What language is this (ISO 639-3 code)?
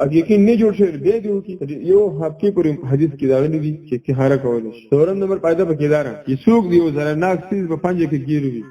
pus